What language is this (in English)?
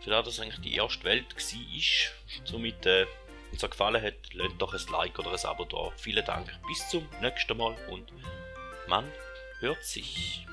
Swiss German